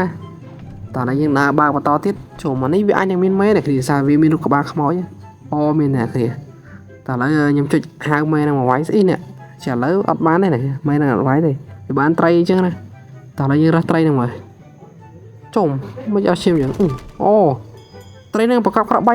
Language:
Khmer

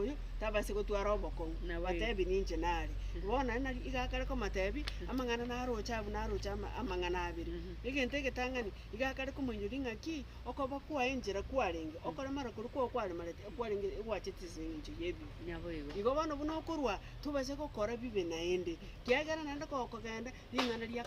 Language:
Gusii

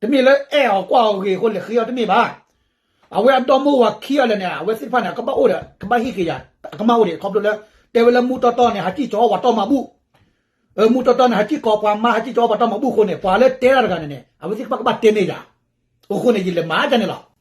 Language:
S'gaw Karen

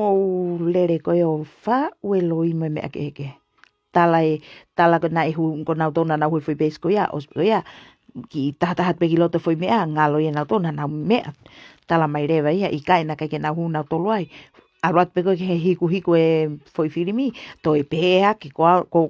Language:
Tongan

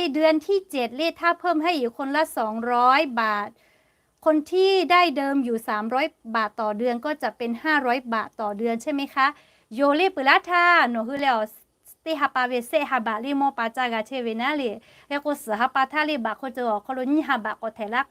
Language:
Lahu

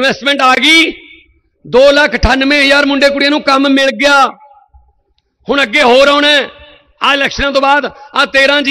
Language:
Punjabi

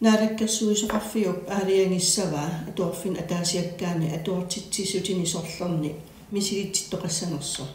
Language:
Kalaallisut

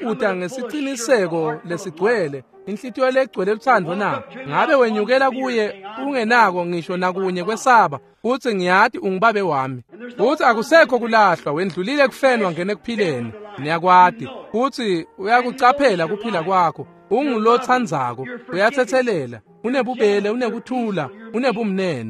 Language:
Swati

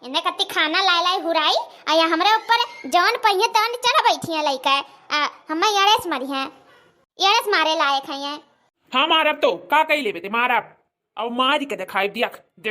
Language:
Awadhi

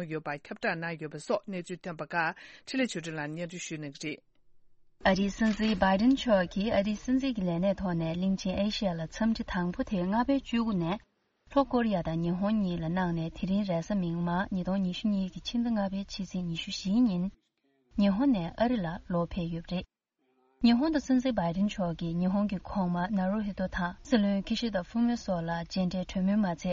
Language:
Tibetan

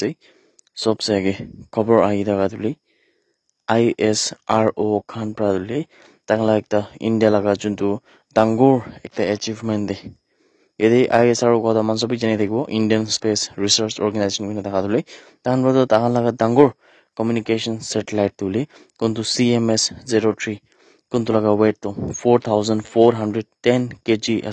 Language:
Naga Pidgin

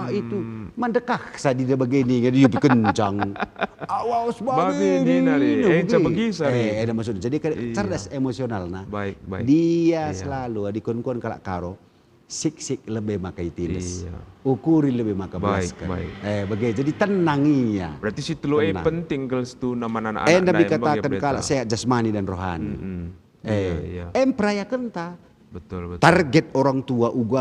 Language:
Batak Karo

